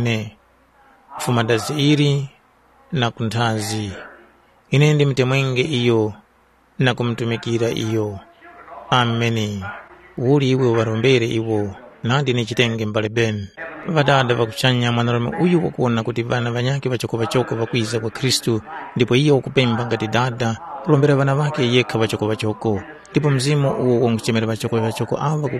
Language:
Tumbuka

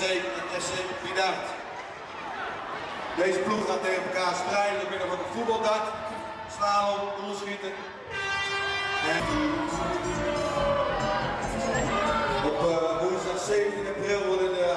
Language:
Dutch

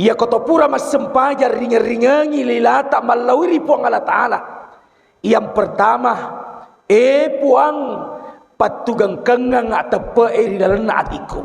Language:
Buginese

